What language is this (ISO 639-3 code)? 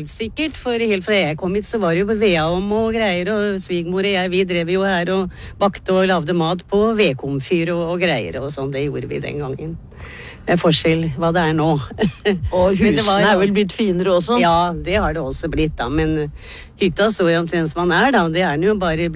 nor